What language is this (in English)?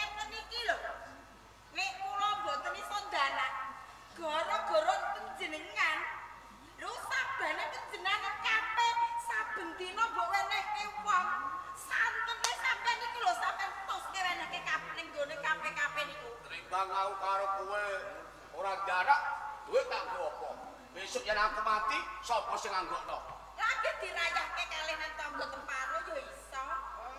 Javanese